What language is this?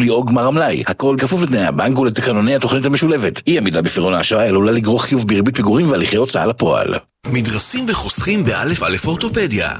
Hebrew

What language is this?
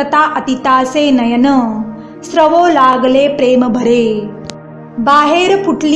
Marathi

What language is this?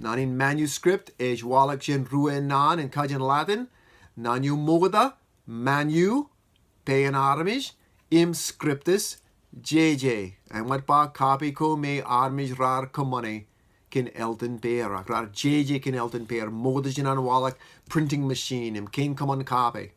Marshallese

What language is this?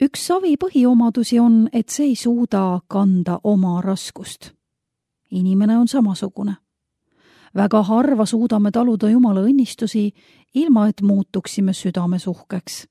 Estonian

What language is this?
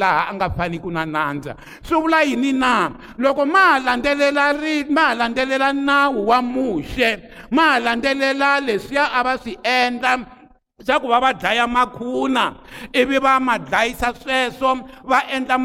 Tsonga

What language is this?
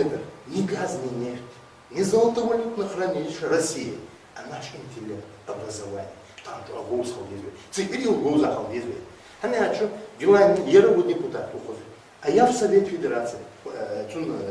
Ingush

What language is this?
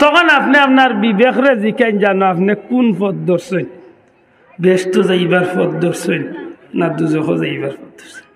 Sylheti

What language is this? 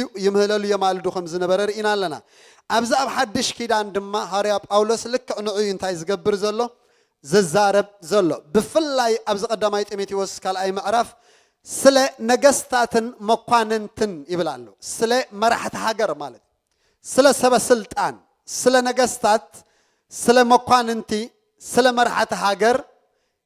Tigrinya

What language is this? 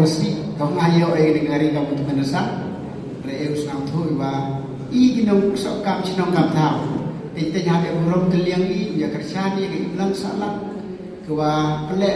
Khasi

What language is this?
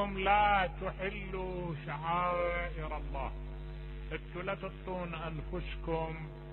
Mesopotamian Arabic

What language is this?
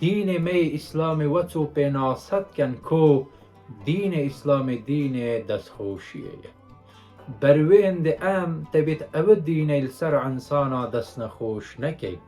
Kurdish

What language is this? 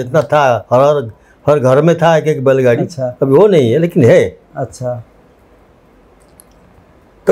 Hindi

